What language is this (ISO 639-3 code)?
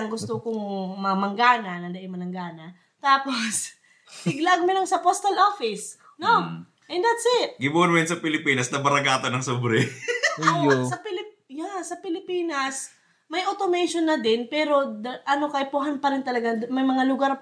bik